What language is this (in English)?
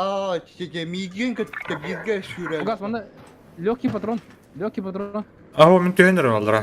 Yakut